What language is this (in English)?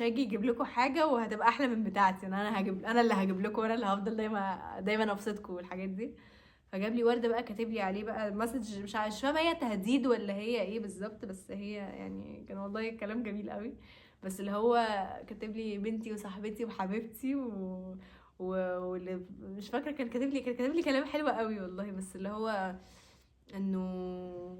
Egyptian Arabic